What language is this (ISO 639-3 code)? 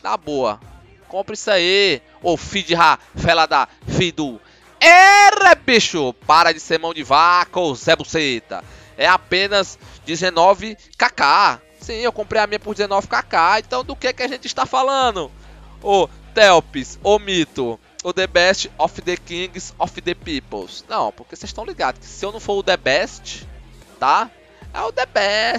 por